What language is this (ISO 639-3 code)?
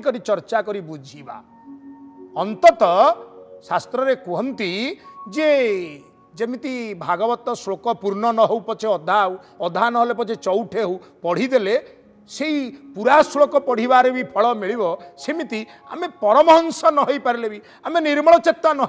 ori